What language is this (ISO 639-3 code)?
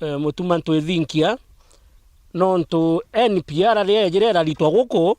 mer